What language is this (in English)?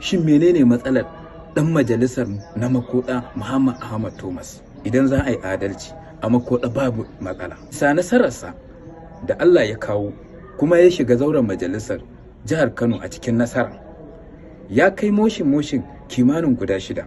Hausa